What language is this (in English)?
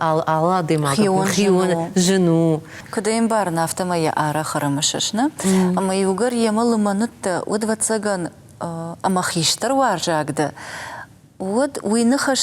Ossetic